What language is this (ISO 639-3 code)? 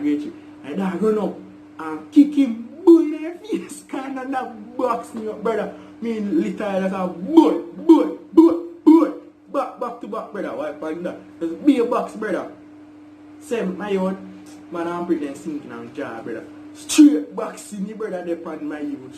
jam